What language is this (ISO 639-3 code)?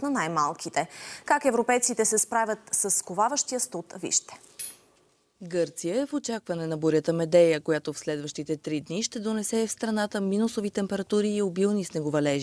bul